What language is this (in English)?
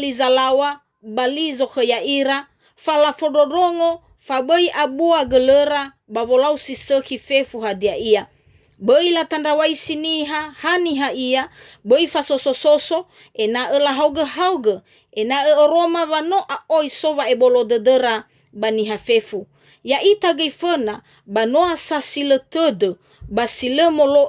Nias